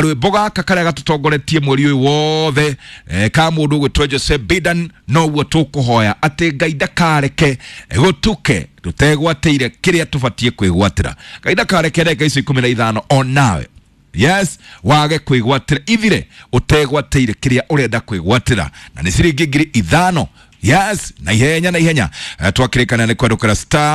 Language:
Kikuyu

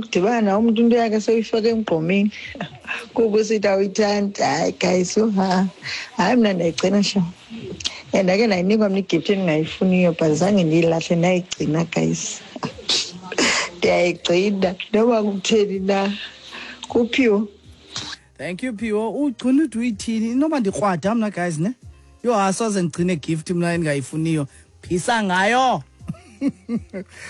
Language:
Xhosa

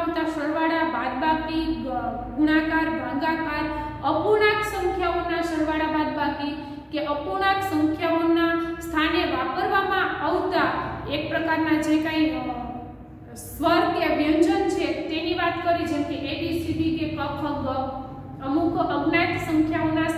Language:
Gujarati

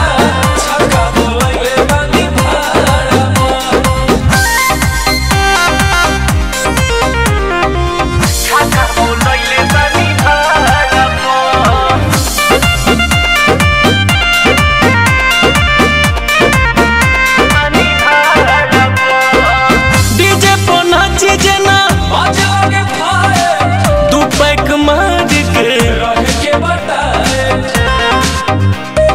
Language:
Bhojpuri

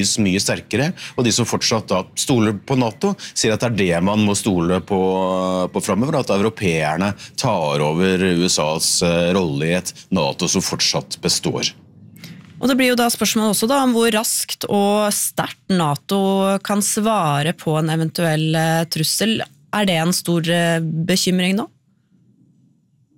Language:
Norwegian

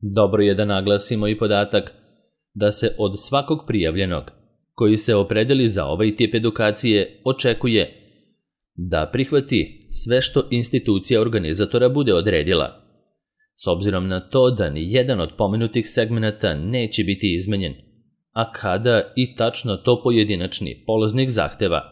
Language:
Serbian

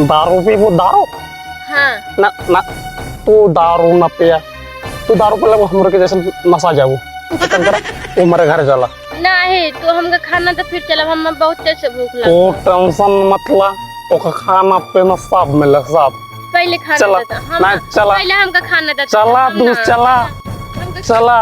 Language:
Awadhi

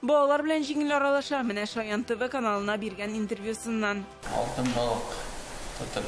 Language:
Tatar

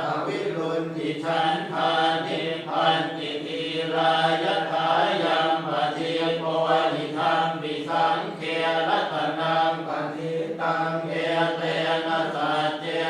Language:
Pali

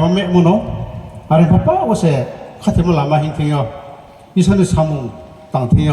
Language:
Riang (India)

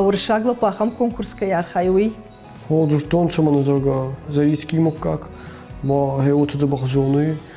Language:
Ossetic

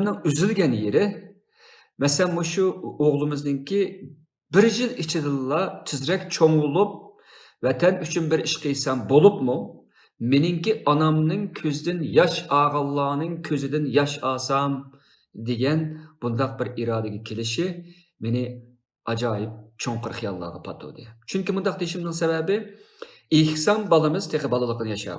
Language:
Uyghur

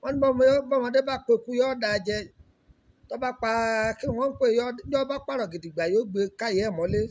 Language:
Yoruba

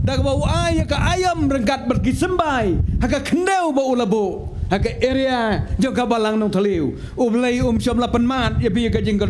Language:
Khasi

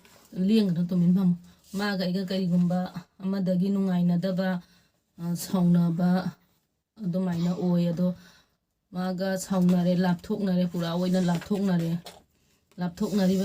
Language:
Manipuri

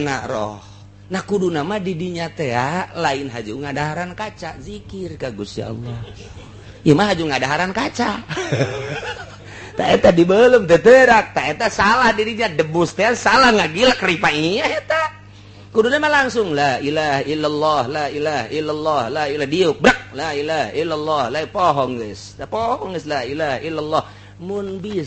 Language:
Sundanese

